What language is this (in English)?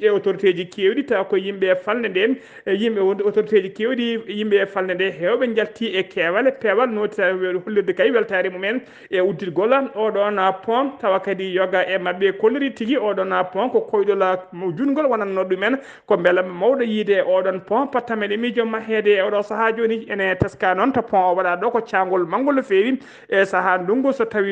Fula